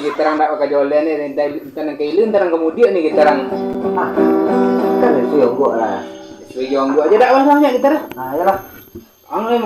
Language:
Minangkabau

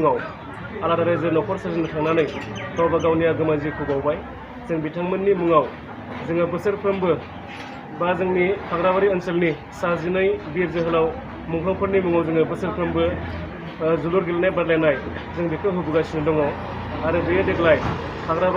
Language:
Bodo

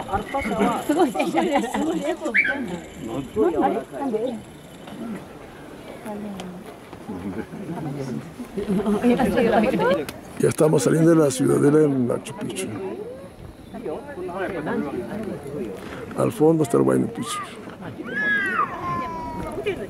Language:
Spanish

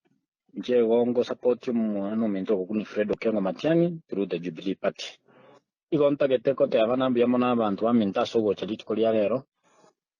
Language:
Gusii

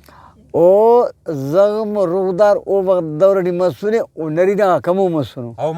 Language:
Brahui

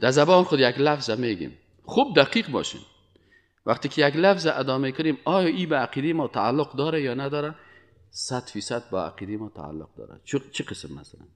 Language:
Persian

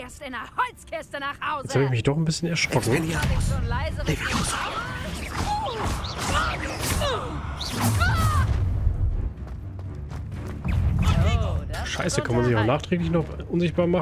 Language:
German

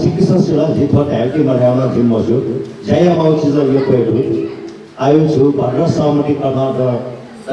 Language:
Newari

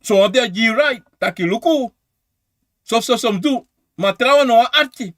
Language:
Sranan Tongo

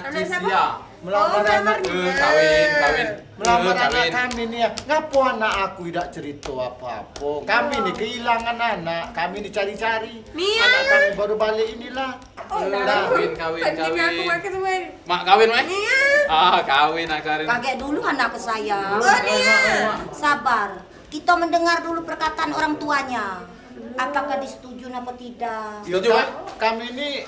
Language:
Musi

